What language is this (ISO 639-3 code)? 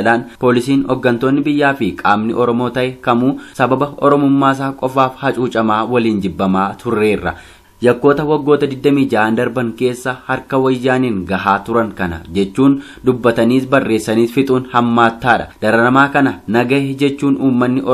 orm